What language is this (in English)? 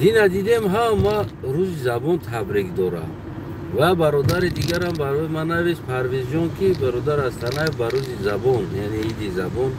Tajik